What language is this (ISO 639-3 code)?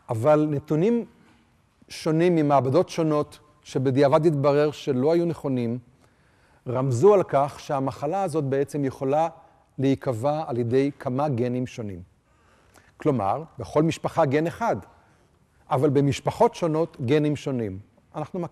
heb